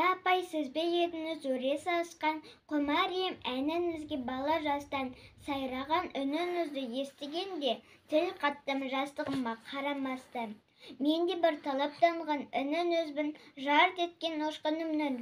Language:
Kazakh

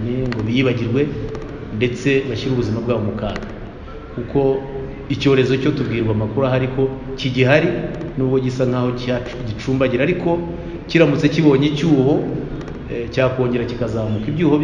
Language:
Kinyarwanda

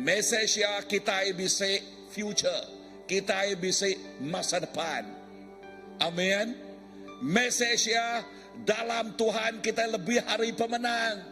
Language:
Iban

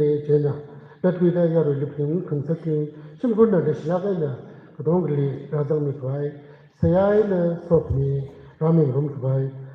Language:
Tangkhul Naga (India)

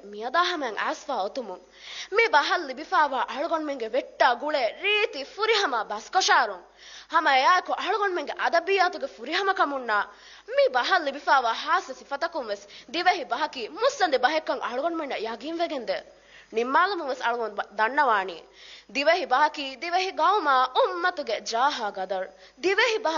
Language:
Divehi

